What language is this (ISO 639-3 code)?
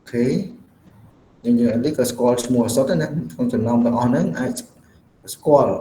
khm